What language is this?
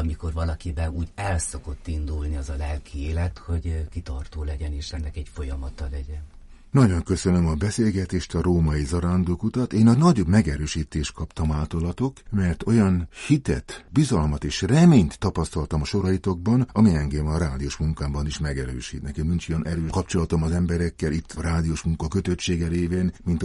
Hungarian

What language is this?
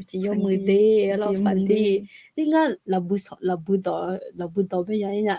Akha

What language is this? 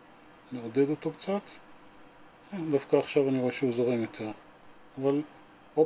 Hebrew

